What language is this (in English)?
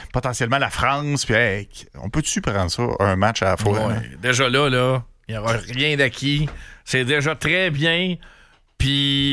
French